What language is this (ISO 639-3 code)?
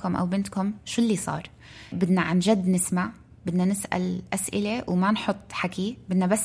apc